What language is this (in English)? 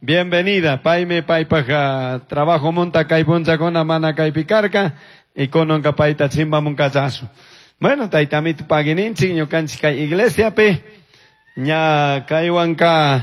Chimborazo Highland Quichua